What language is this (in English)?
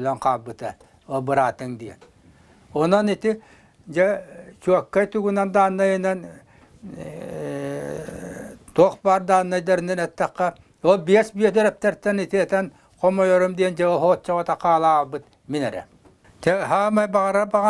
Yakut